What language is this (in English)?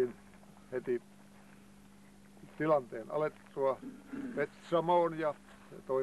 Finnish